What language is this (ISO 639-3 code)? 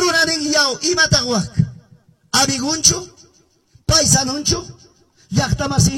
que